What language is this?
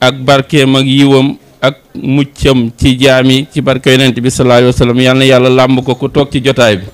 Wolof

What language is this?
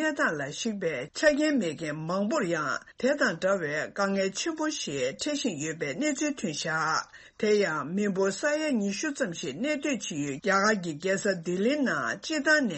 Tibetan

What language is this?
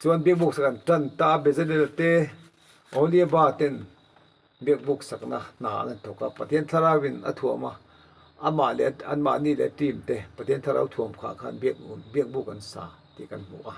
Mizo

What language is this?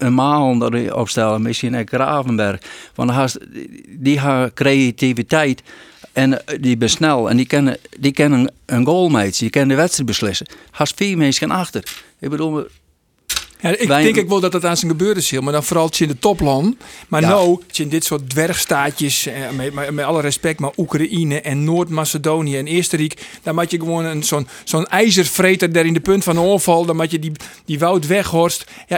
Western Frisian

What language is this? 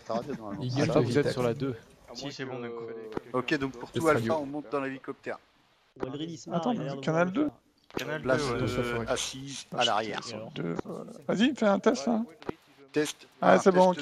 French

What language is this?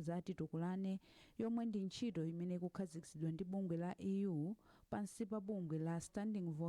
Nyanja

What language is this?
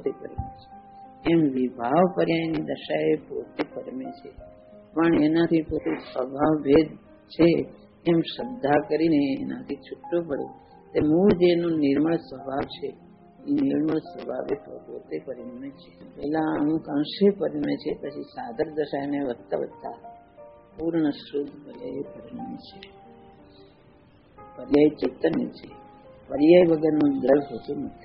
Gujarati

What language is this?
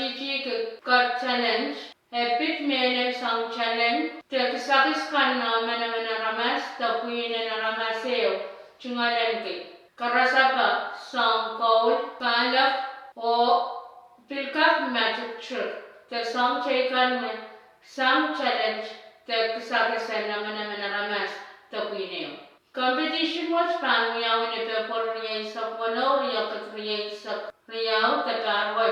Pohnpeian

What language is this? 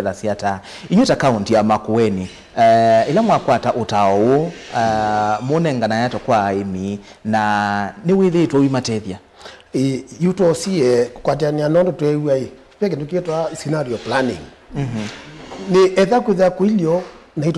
Kamba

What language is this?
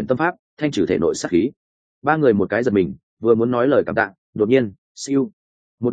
Vietnamese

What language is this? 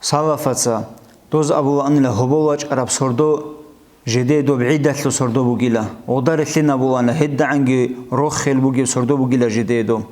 Avaric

